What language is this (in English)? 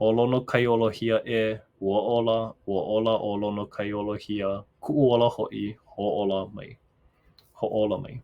Hawaiian